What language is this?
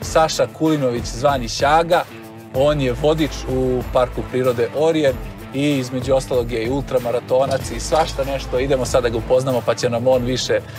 Serbian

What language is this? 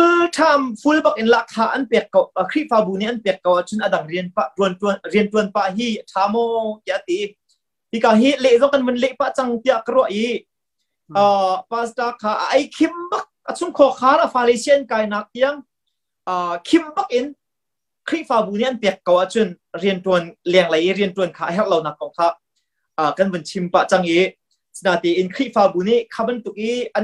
Hakha Chin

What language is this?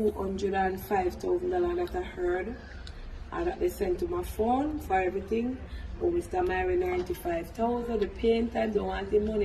Jamaican Creole English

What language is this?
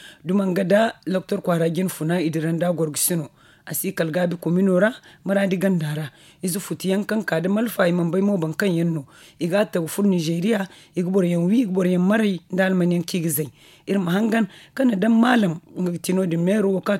Zarma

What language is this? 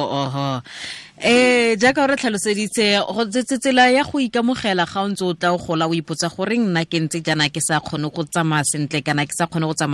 Tswana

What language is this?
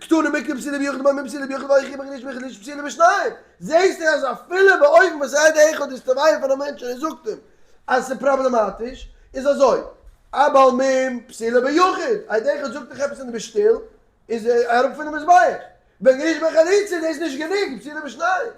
Yiddish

